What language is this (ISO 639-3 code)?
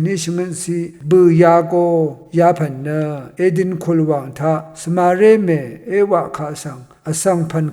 raw